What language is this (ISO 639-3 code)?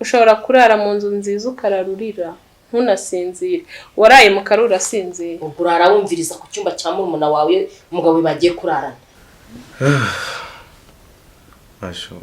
kin